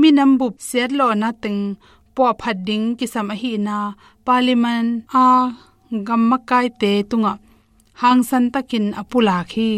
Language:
Tedim Chin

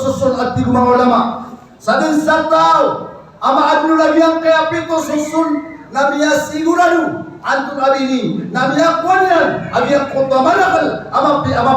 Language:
Maranao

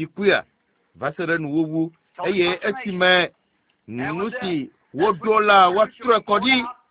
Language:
Ewe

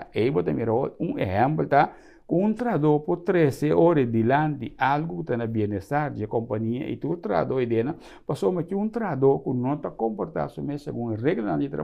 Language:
Papiamento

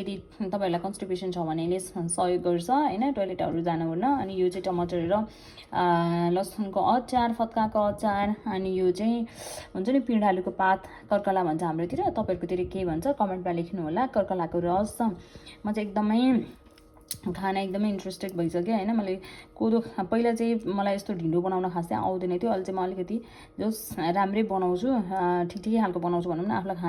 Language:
Nepali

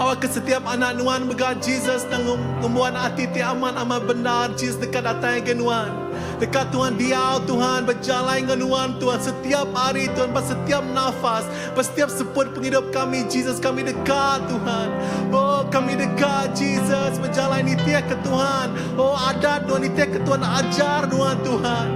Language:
Iban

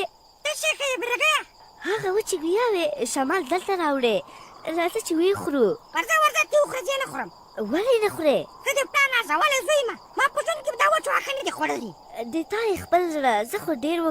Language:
Pashto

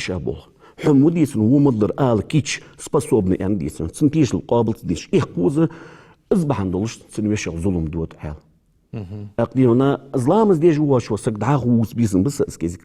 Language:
Ingush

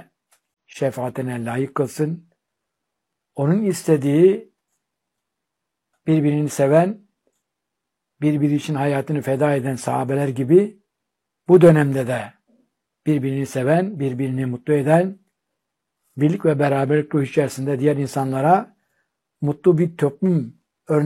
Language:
Turkish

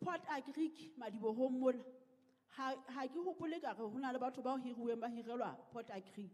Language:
Southern Sotho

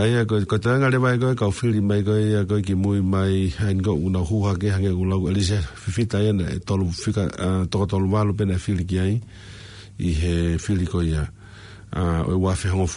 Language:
Tongan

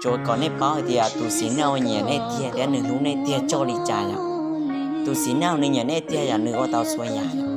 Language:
Hmong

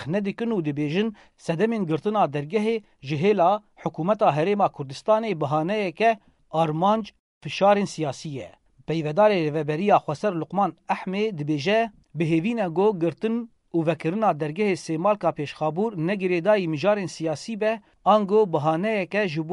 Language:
Kurdish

